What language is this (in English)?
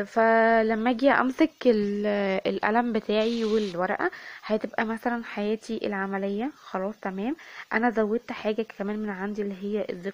Egyptian Arabic